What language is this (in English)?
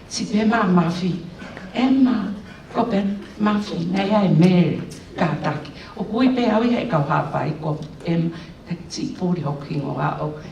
Tongan